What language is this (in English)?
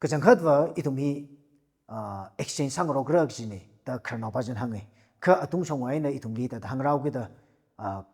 Tangkhul Naga (India)